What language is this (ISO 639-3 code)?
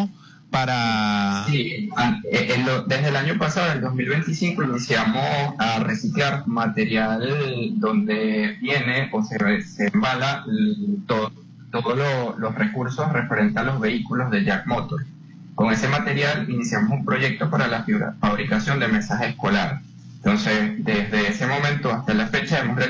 spa